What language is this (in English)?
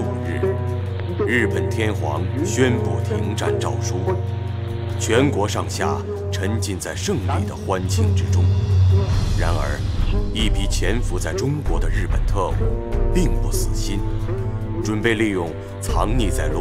Chinese